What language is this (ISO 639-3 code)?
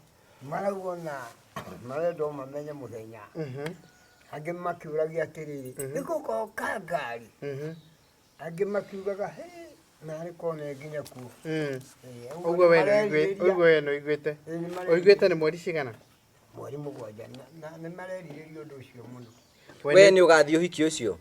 kik